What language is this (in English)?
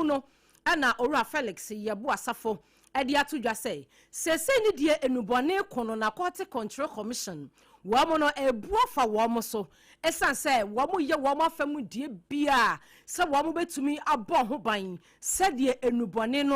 Akan